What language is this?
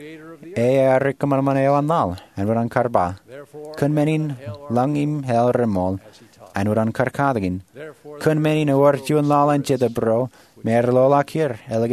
Marshallese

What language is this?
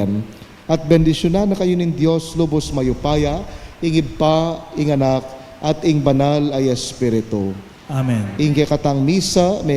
Pampanga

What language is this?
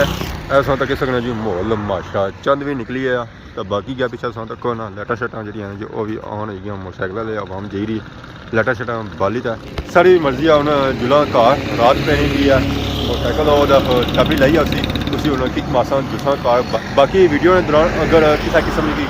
Pahari-Potwari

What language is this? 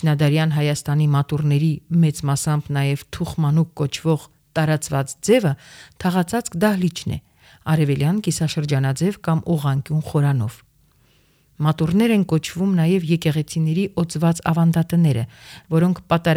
Armenian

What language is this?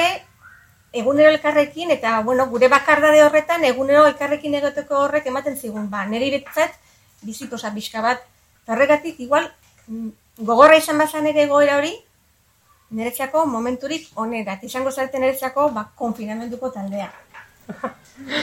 Basque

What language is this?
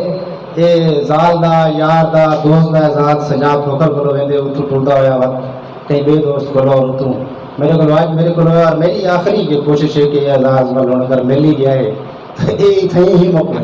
Saraiki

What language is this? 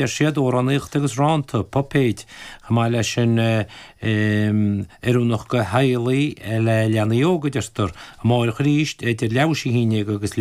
Irish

